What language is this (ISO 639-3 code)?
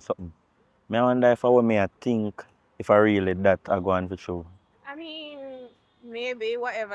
jam